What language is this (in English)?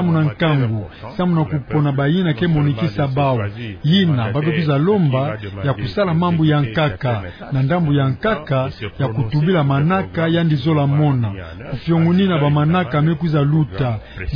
Kituba (Democratic Republic of Congo)